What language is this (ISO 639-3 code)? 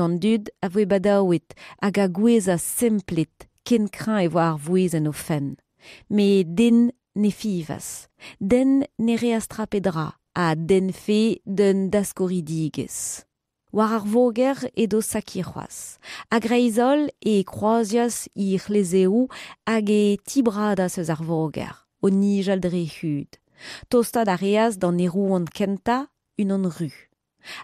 bre